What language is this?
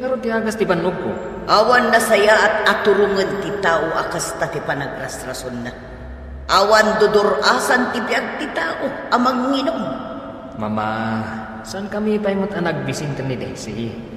Iloko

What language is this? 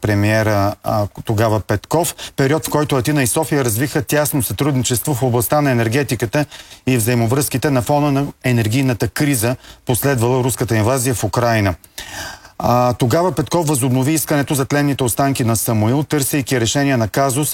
Bulgarian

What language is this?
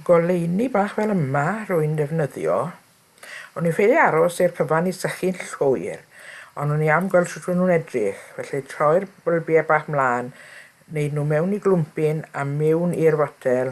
Welsh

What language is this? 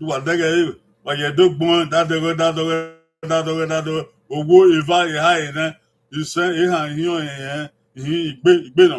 Bini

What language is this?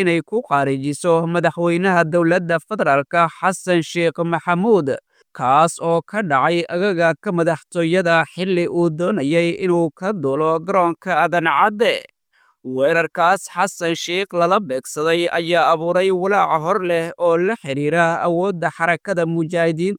Somali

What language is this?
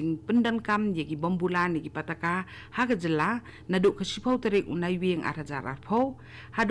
Khasi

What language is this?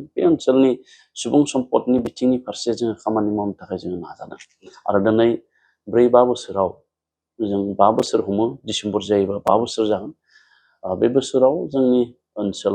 Bodo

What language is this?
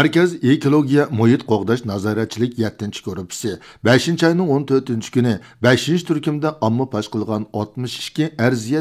Uyghur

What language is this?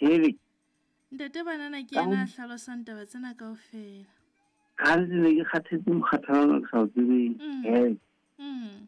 Southern Sotho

